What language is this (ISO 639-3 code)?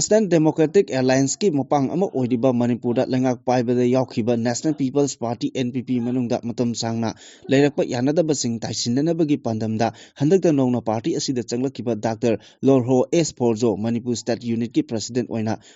mni